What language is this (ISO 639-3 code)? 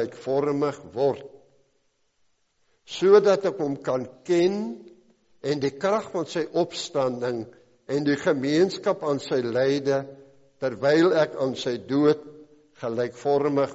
afr